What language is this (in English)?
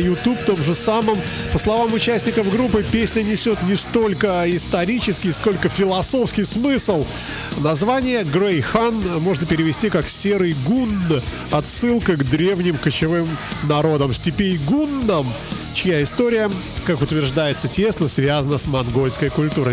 Russian